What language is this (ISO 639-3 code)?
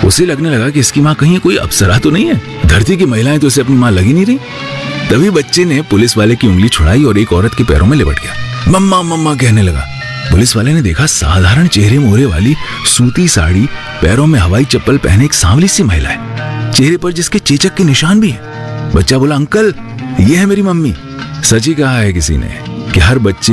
hin